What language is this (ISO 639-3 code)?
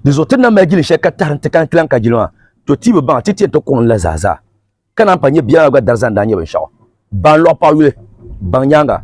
dag